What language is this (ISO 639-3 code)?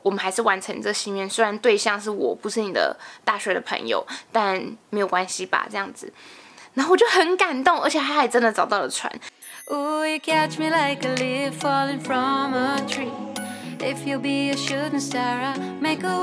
zho